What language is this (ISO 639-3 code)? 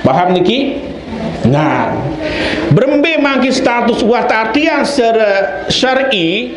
sas